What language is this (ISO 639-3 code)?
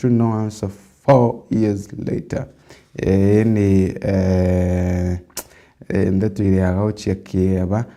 mer